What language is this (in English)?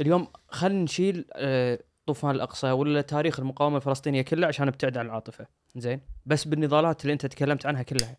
Gulf Arabic